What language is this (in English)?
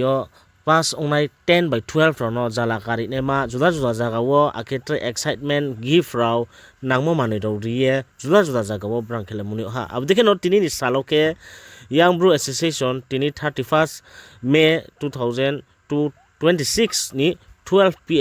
Riang (India)